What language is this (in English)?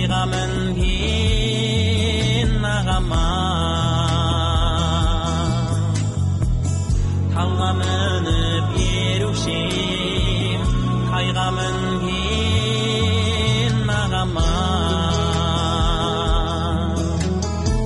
Kazakh